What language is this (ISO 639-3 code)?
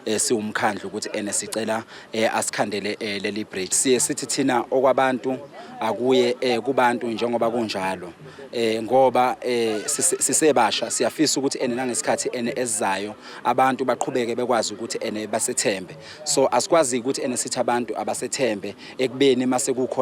zul